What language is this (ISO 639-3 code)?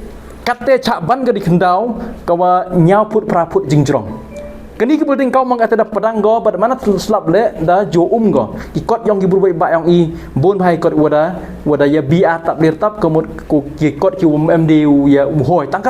pbv